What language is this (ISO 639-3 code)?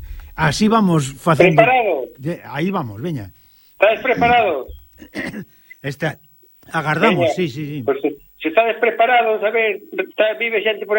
glg